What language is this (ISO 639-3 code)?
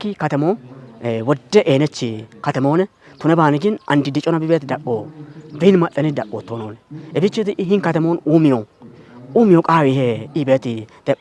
kbr